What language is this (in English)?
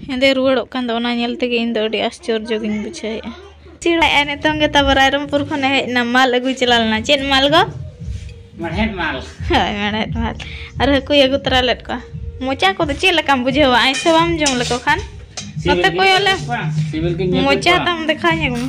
Santali